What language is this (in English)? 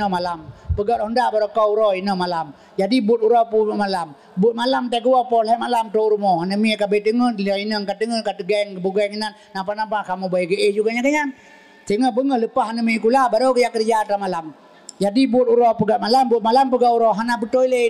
Achinese